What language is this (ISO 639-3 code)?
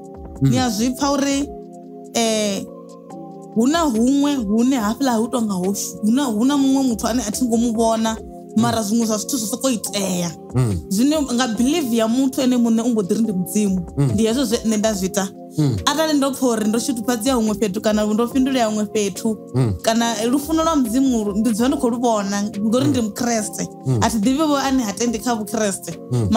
ven